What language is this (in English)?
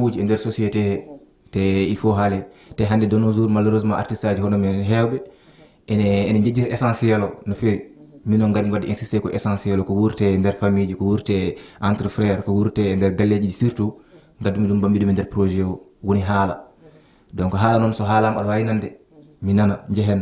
Fula